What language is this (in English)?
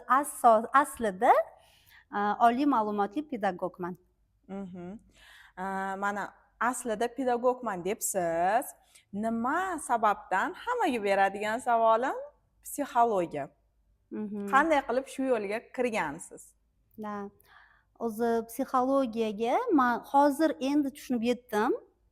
Uzbek